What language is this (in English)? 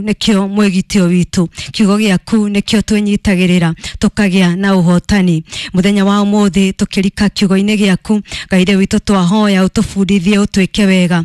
Kikuyu